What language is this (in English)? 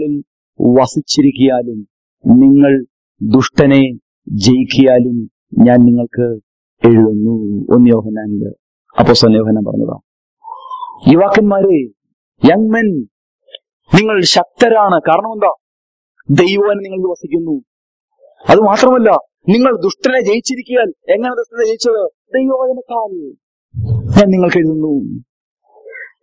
Malayalam